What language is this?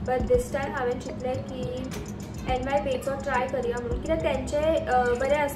Konkani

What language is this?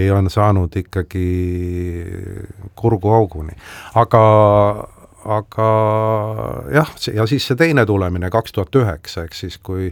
Estonian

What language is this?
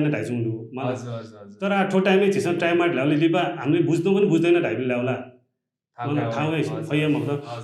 Newari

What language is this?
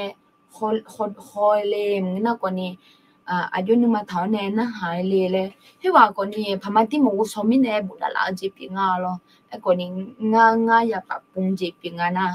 Akha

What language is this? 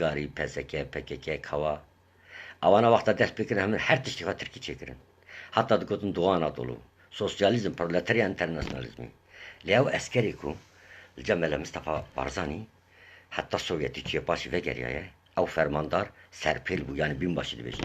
Kurdish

